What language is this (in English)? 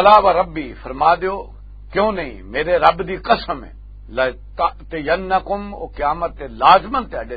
Western Panjabi